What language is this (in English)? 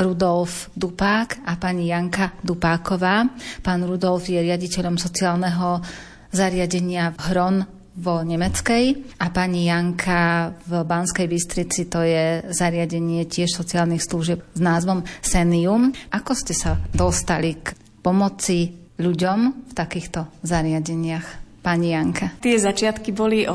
Slovak